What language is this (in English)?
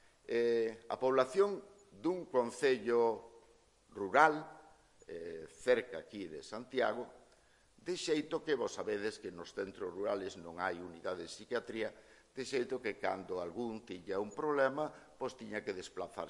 Galician